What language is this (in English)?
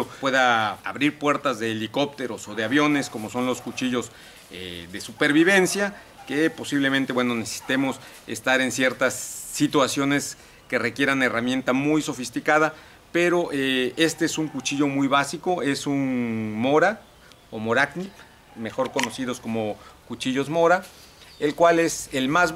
Spanish